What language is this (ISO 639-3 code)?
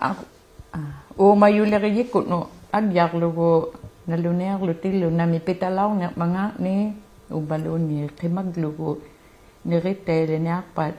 iku